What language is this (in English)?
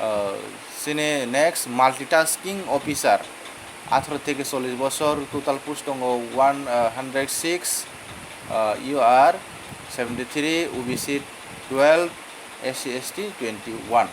Kok Borok